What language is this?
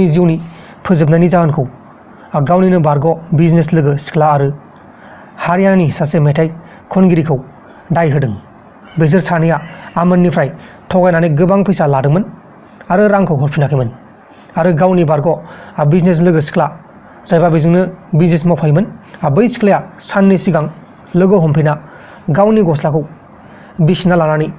Bodo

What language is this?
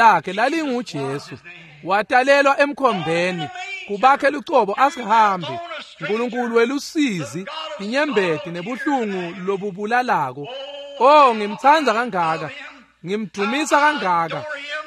Swati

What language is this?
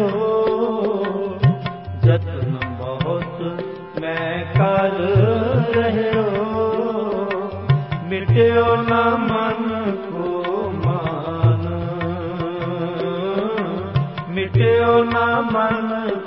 Punjabi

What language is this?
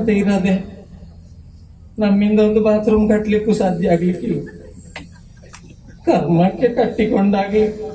Kannada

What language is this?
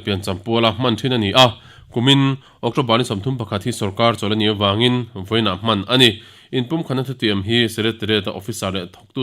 Mizo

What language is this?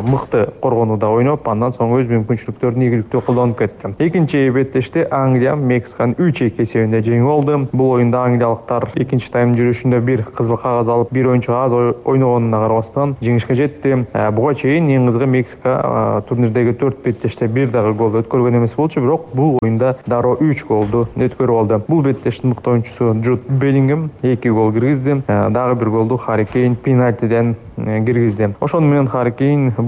Kyrgyz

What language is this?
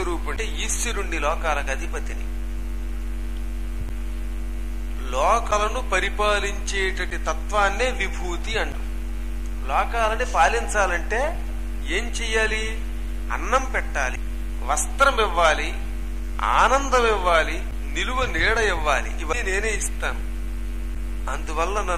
Telugu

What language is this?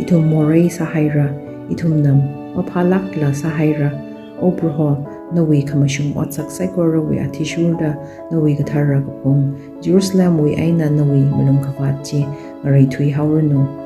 Tangkhul Naga (India)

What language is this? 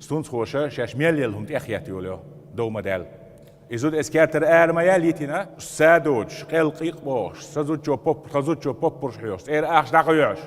Chechen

